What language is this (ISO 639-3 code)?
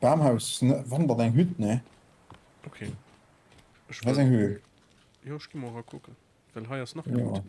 ltz